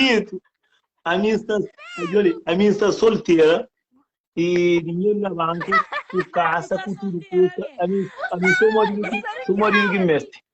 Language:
Kabuverdianu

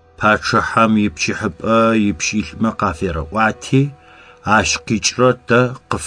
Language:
Adyghe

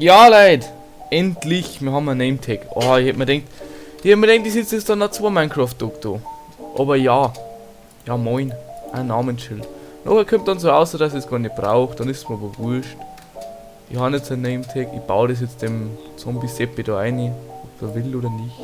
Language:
Bavarian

